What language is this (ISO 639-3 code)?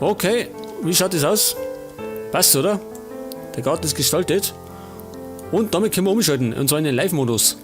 bar